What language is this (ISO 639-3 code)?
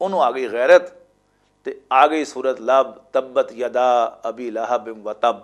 lah